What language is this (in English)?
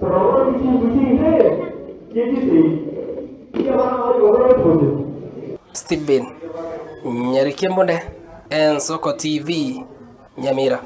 Gusii